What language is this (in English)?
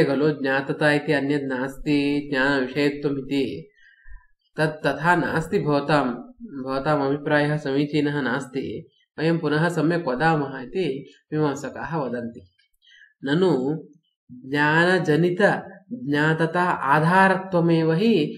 Sanskrit